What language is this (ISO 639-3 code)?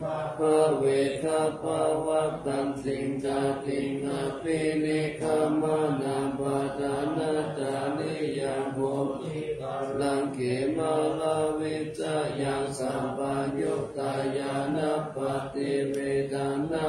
pli